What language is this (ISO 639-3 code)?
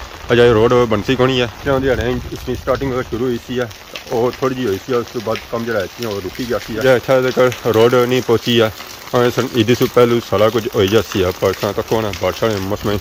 phr